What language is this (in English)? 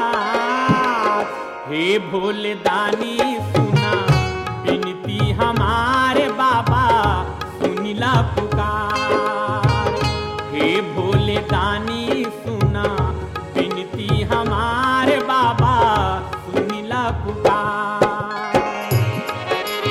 Bhojpuri